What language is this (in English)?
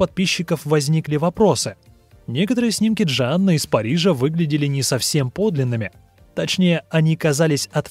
Russian